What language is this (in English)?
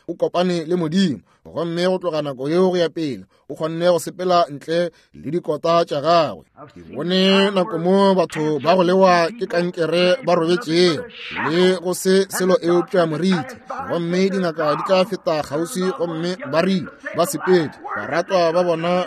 Northern Sotho